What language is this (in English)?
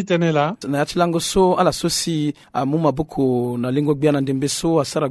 Sango